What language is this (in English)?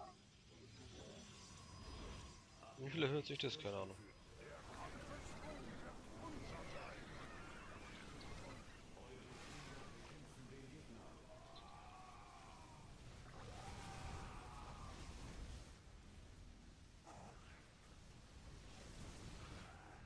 German